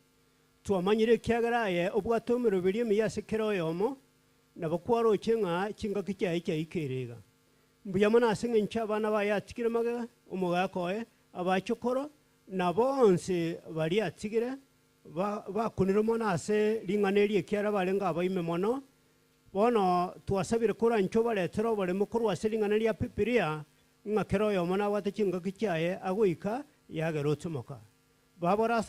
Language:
Gusii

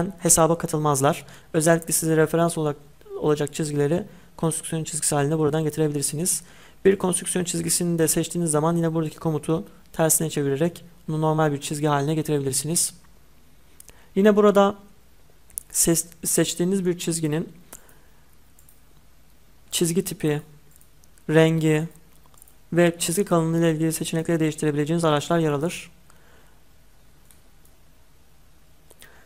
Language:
Turkish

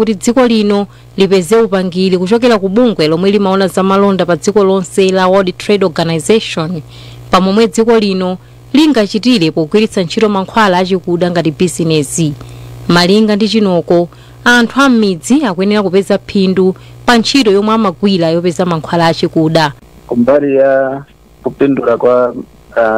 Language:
Nyanja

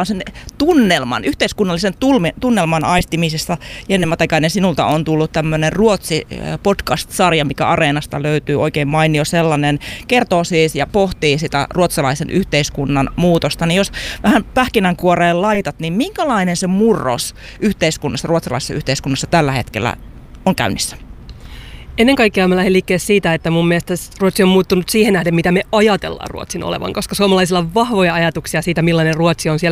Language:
Finnish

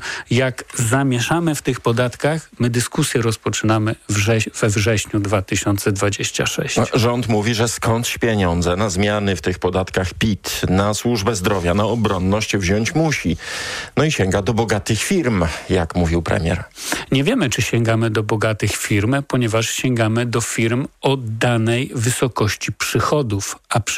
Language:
Polish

